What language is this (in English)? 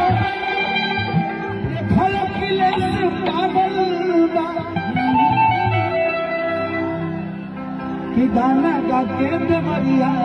Bhojpuri